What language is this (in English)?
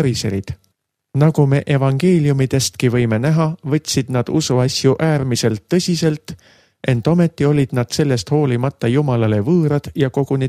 Estonian